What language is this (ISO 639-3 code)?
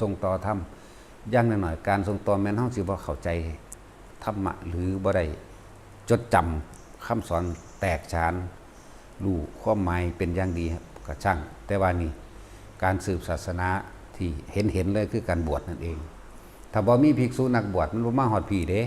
lao